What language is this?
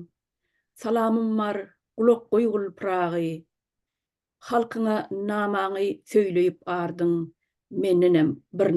Turkmen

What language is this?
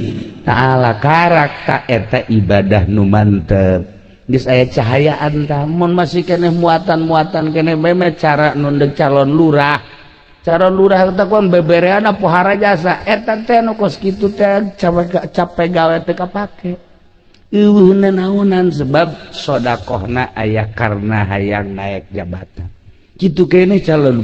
Sundanese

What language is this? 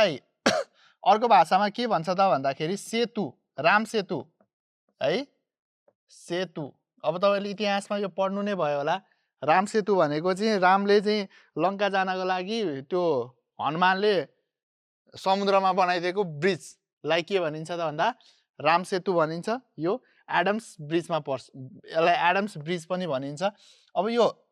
Nepali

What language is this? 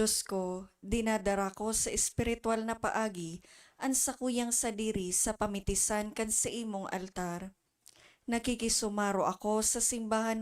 Bikol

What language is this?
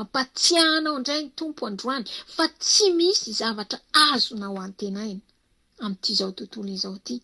Malagasy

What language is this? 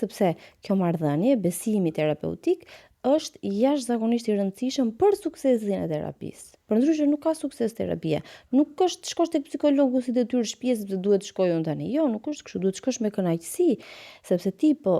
Albanian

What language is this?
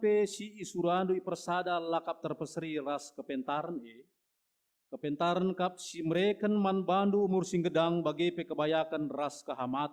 Batak Karo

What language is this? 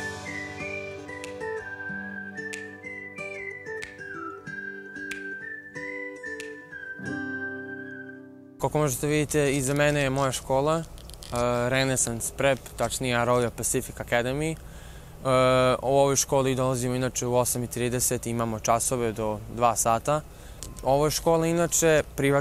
Bosnian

